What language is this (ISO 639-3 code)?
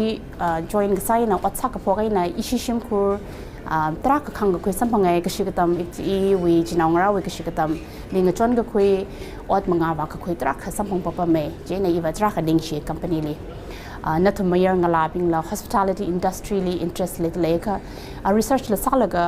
nmf